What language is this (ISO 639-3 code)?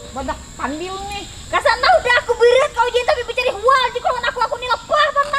bjn